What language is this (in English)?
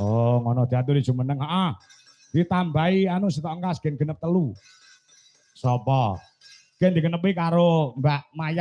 Javanese